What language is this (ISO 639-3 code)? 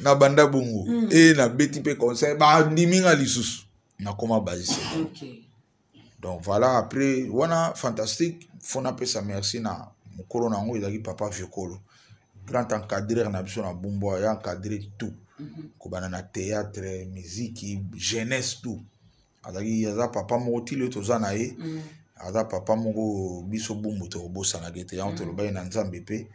lin